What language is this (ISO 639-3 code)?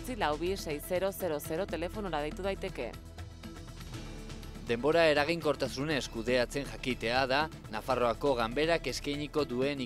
eus